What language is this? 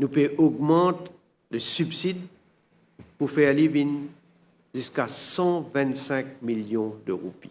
Morisyen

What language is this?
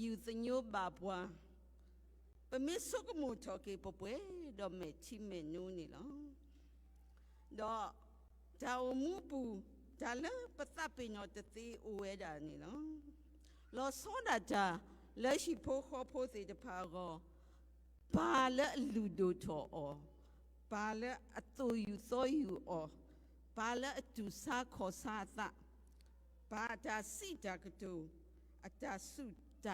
S'gaw Karen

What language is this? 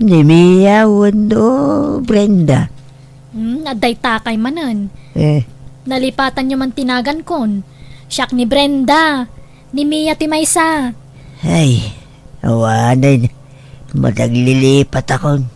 Iloko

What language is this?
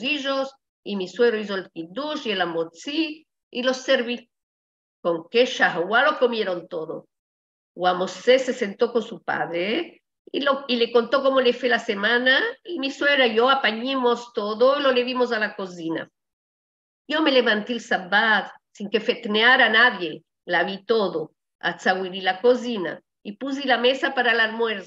Ladino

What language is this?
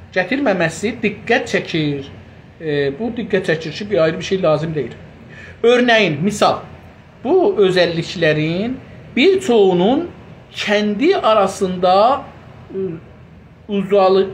South Azerbaijani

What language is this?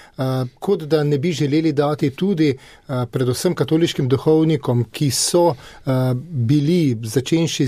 Slovenian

